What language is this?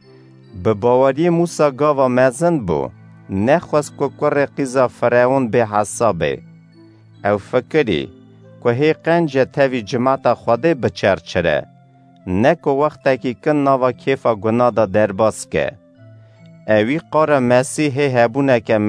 Kurdish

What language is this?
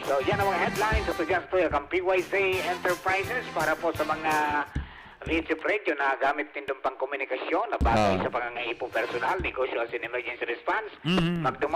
Bikol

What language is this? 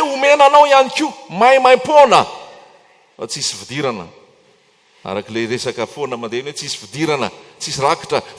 Malagasy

